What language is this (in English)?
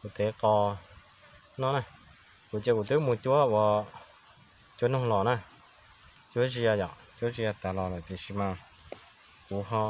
Hmong